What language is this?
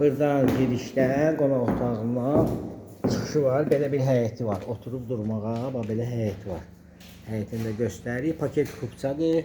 Azerbaijani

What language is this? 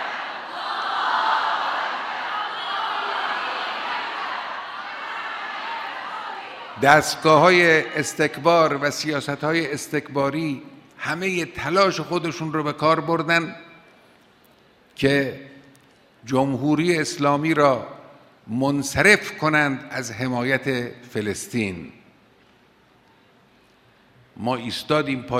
Persian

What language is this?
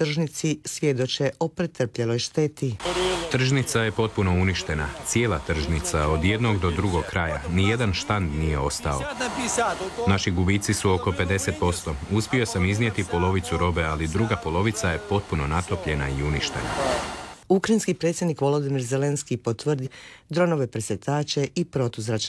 Croatian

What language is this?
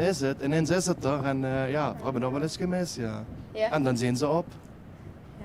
Limburgish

